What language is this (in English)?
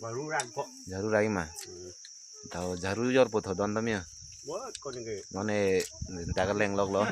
Karbi